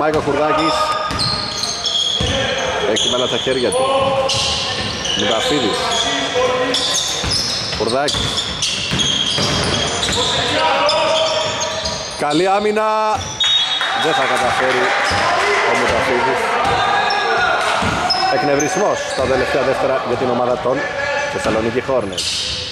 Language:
Greek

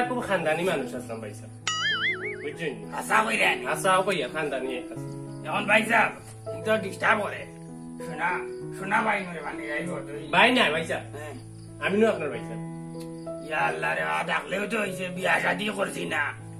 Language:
Sylheti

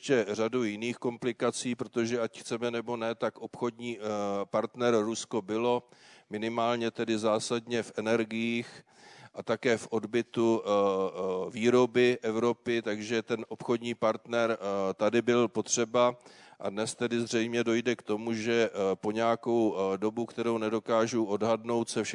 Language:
Czech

